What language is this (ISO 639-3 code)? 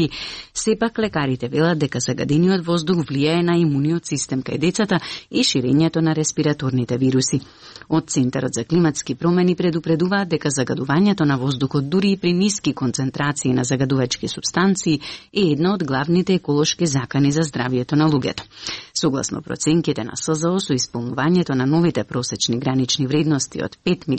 mkd